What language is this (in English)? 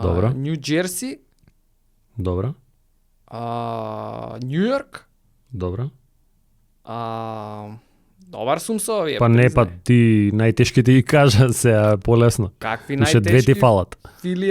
Macedonian